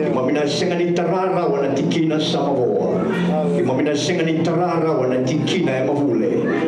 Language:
Fijian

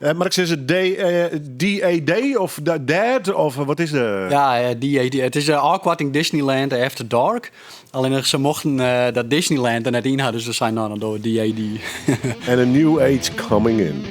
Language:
Western Frisian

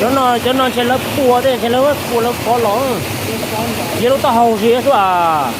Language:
Hmong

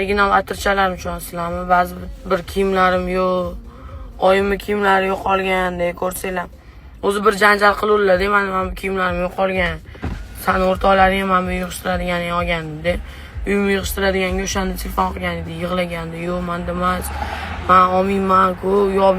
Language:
Uzbek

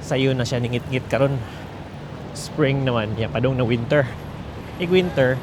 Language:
Cebuano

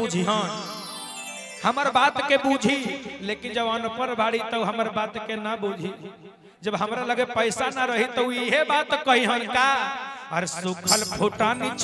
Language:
Bhojpuri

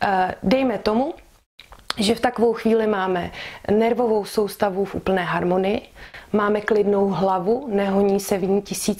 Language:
Czech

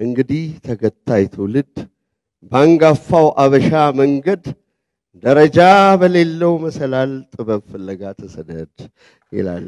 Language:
Amharic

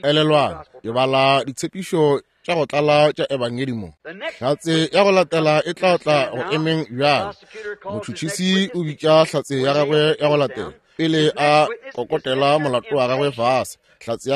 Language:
Northern Sotho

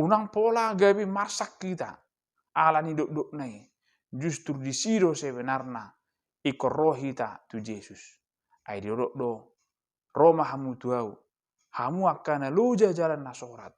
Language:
Batak Toba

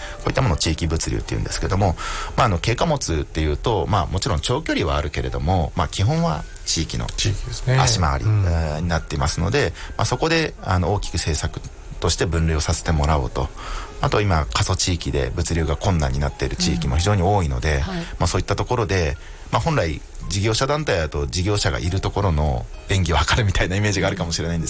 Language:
Japanese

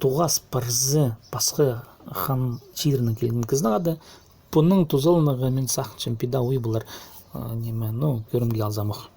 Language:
Khakas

